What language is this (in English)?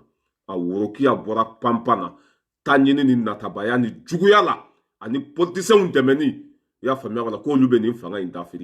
Bambara